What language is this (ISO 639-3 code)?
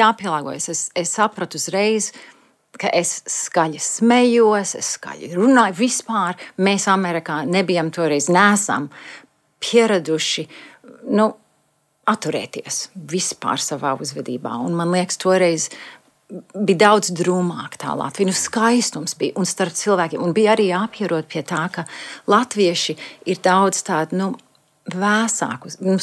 lav